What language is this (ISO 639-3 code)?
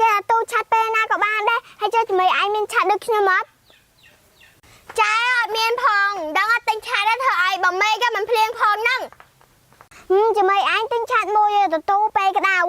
khm